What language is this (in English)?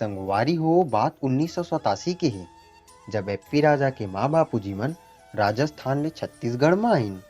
Chhattisgarhi